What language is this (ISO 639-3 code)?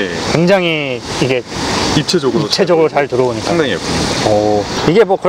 kor